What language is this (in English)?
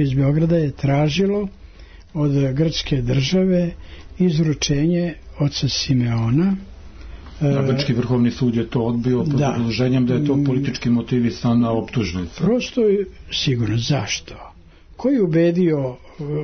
Serbian